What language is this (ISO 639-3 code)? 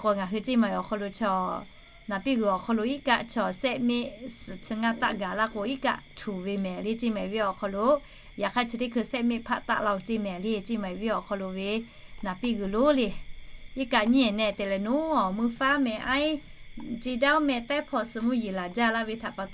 lhu